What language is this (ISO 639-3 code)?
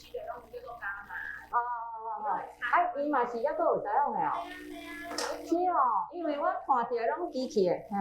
nan